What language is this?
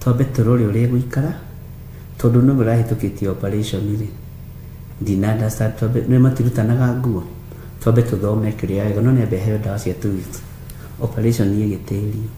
Kikuyu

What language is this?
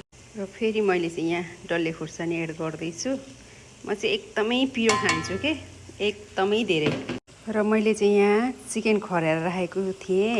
Nepali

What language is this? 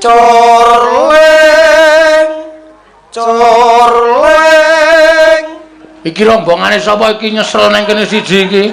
Javanese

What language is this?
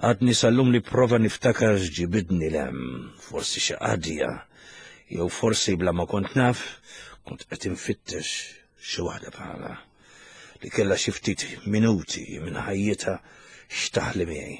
Maltese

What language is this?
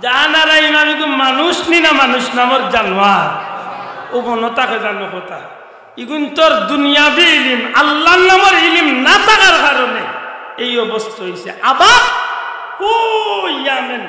Sylheti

